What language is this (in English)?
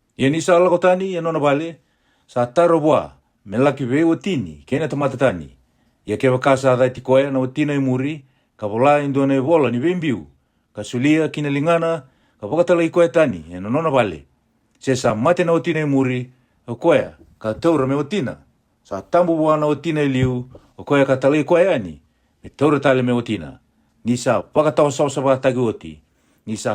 Fijian